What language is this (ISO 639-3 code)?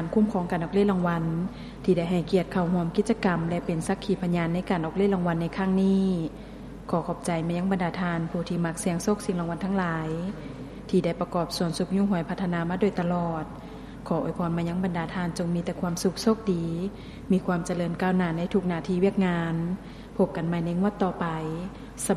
lao